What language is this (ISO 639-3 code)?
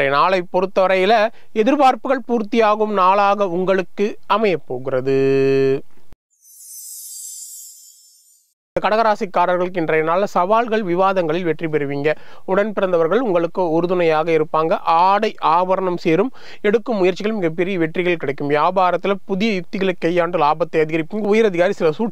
tam